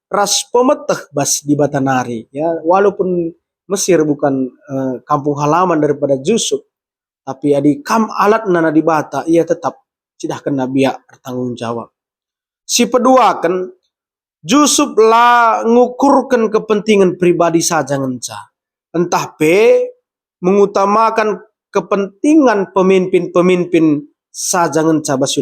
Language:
Batak Karo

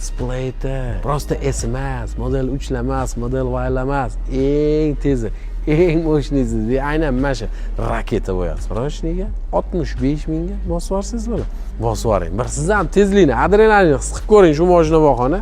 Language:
Uzbek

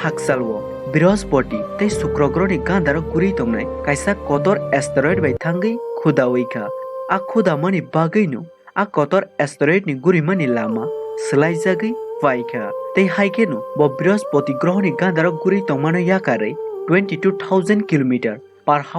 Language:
Kok Borok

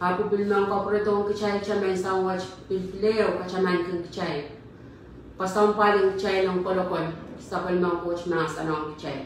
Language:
Pohnpeian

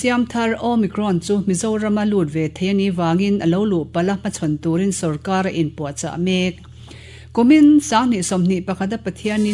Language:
Mizo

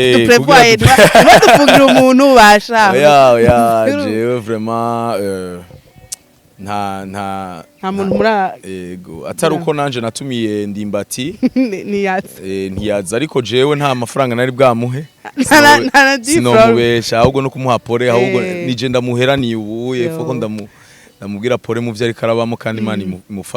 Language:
Rundi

